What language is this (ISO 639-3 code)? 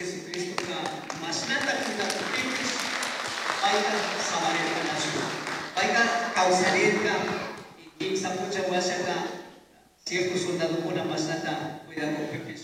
qug